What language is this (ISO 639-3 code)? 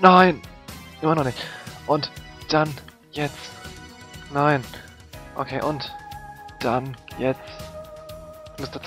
deu